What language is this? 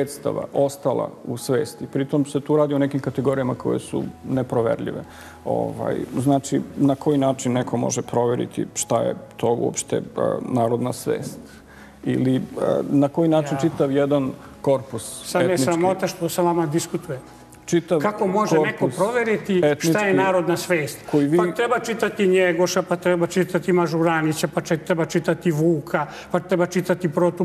Serbian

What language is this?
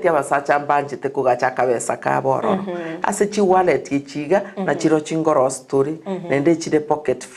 Gusii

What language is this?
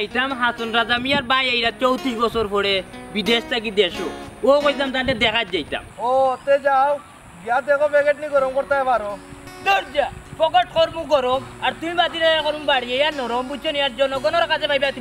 Sylheti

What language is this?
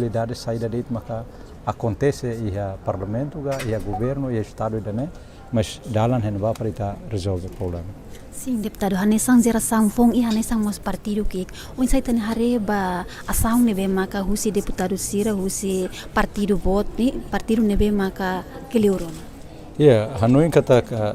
Tetum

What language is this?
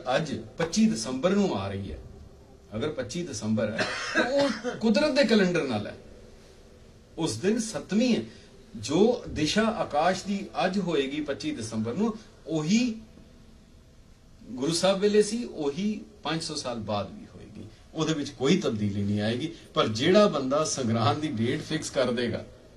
Punjabi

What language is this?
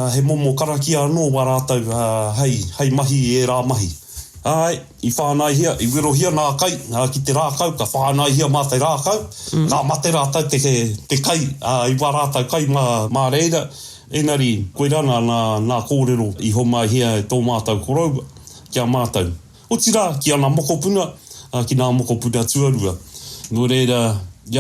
Māori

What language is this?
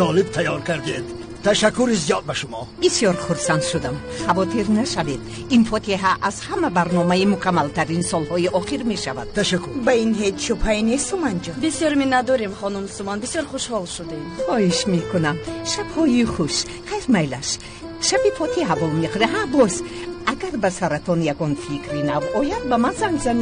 Tajik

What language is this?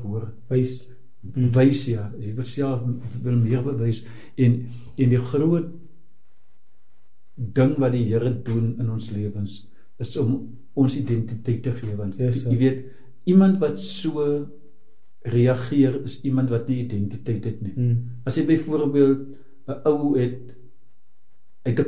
Afrikaans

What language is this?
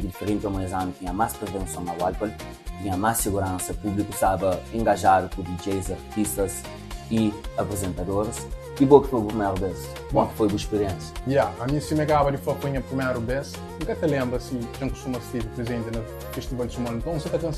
Kabuverdianu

